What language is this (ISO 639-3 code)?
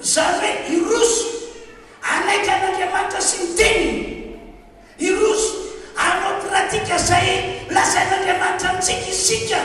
mlg